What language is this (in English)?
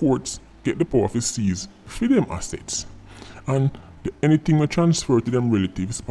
Jamaican Creole English